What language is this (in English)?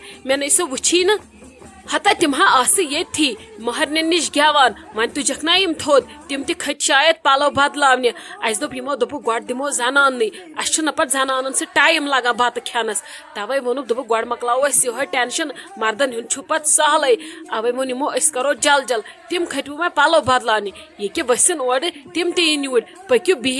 Kashmiri